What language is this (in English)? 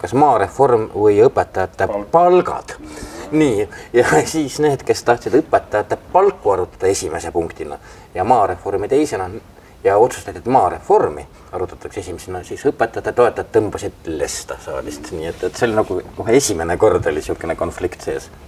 Estonian